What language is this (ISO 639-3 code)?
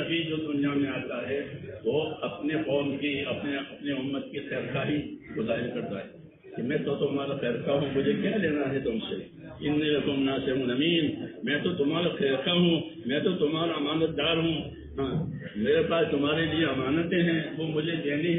urd